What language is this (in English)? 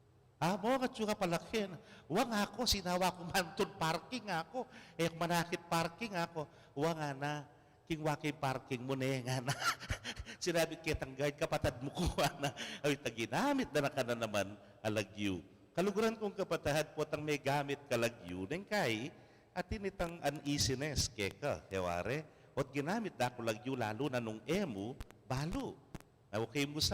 Pampanga